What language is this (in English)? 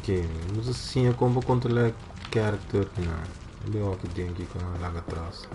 Papiamento